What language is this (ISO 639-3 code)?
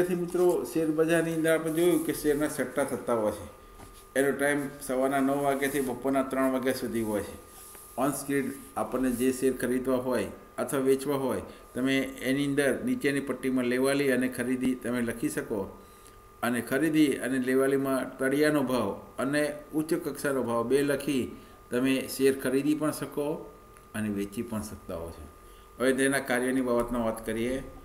guj